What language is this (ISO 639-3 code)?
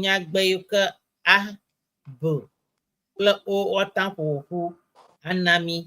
ewe